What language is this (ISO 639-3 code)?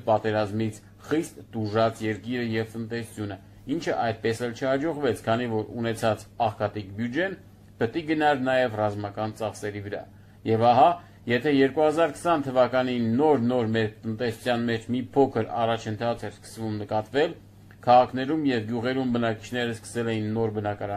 hye